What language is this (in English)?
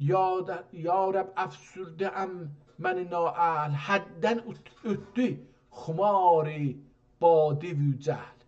South Azerbaijani